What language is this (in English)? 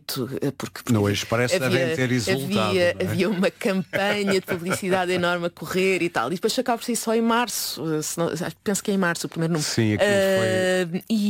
Portuguese